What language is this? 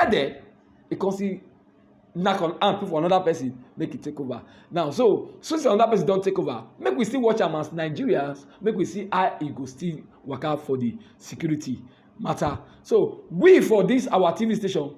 Nigerian Pidgin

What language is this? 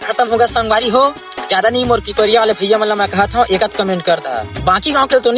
Chhattisgarhi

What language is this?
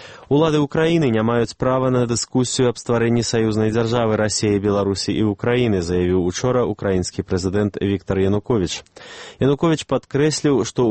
Belarusian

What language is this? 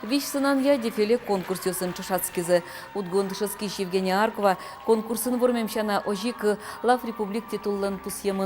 Udmurt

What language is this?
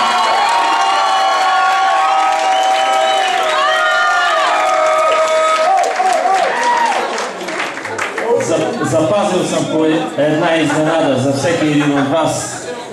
Bulgarian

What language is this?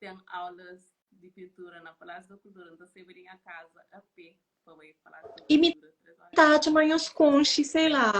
Kabuverdianu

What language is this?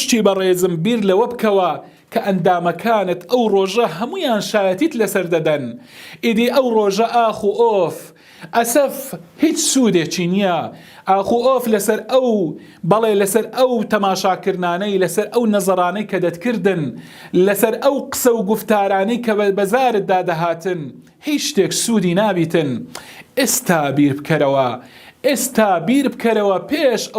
Central Kurdish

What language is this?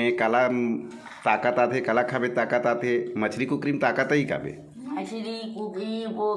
Chhattisgarhi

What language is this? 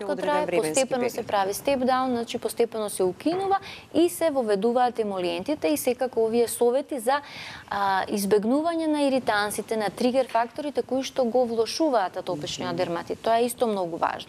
Macedonian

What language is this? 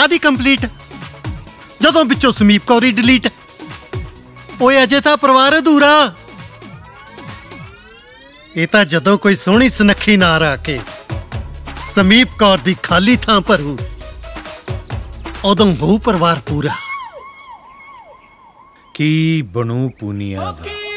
Punjabi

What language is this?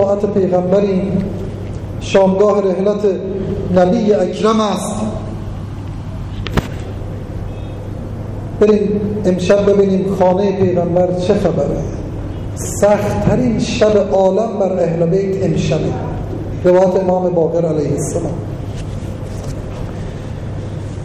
Persian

